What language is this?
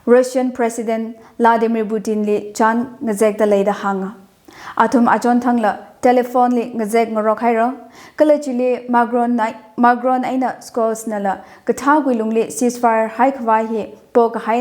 Tangkhul Naga (India)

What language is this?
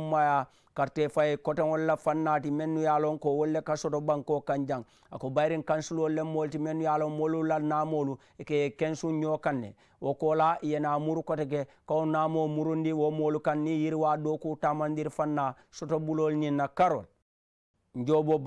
Mandingo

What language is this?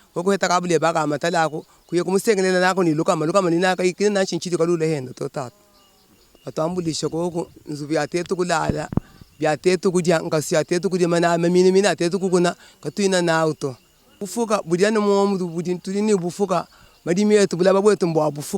Luba-Lulua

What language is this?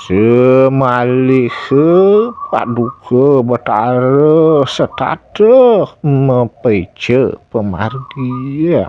Balinese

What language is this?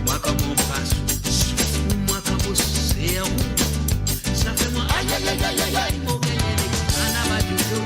Morisyen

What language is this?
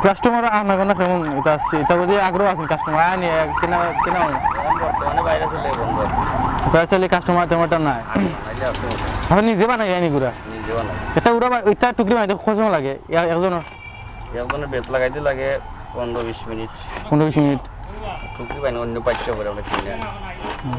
Sylheti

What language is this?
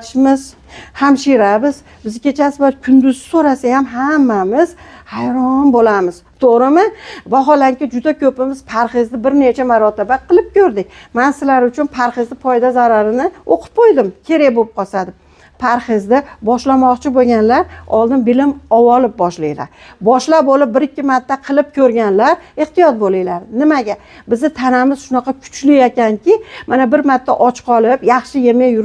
Uzbek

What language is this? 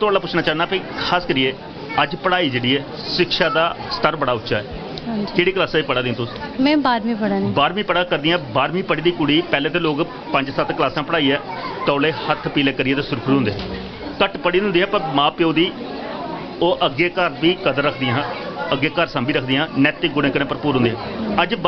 Dogri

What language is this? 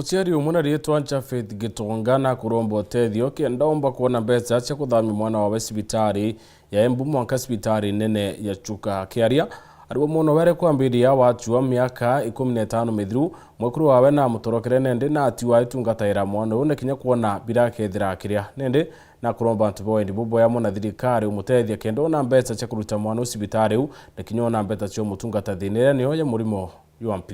Meru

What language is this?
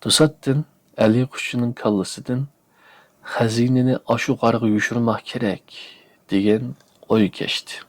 Uyghur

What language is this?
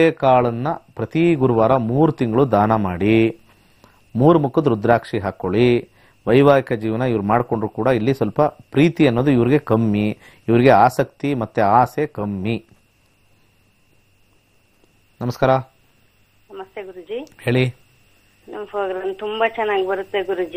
Kannada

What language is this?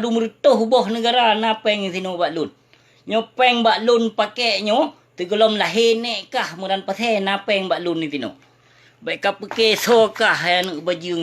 Achinese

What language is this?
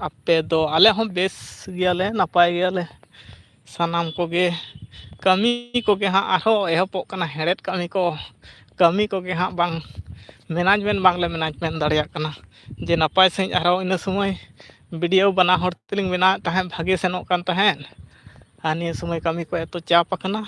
Santali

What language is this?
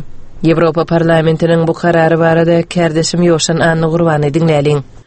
Turkmen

